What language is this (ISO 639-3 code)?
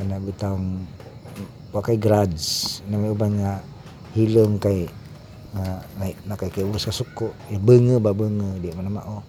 ceb